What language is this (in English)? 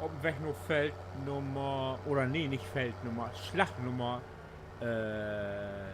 Low German